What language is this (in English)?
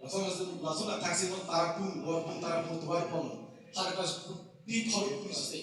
Karbi